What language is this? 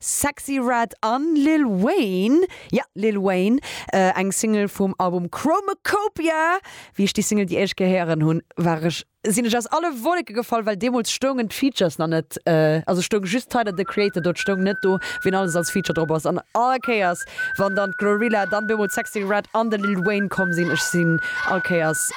Luxembourgish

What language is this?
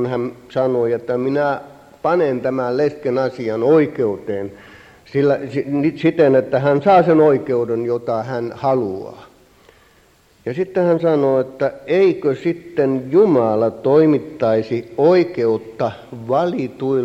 Finnish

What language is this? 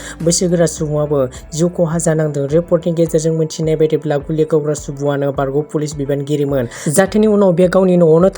Bodo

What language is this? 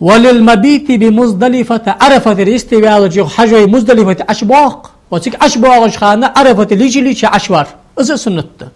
Ingush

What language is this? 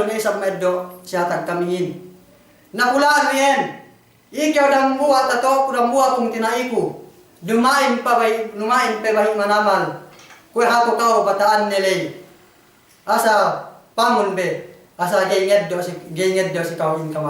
Yakan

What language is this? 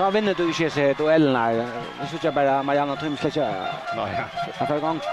Faroese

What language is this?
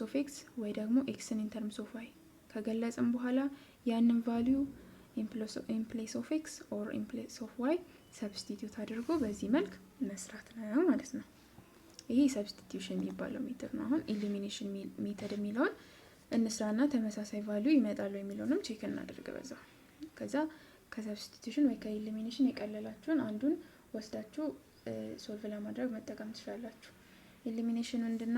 Amharic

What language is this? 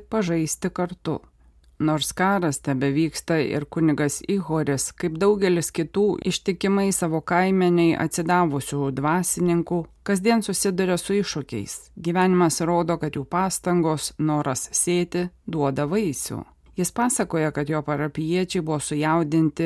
Lithuanian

